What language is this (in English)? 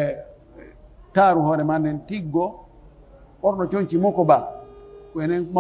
Pular